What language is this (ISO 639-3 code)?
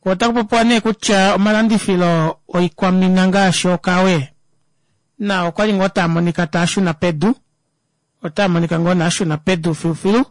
kua